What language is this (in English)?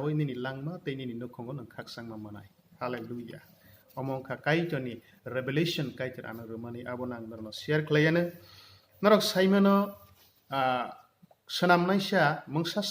Kok Borok